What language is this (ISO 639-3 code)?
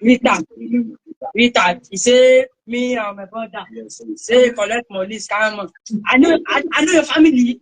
pcm